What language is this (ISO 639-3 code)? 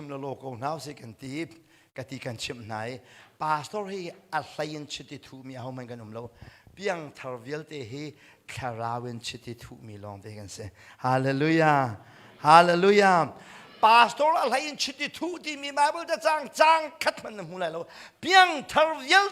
cnh